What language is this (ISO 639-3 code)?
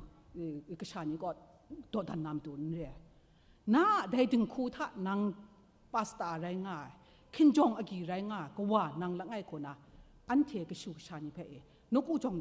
kac